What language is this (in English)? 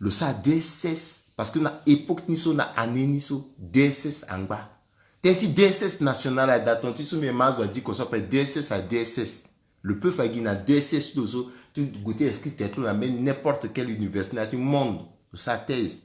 Sango